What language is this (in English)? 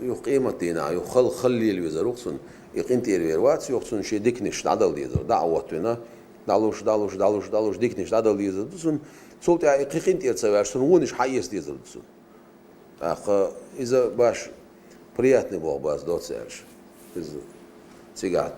Chechen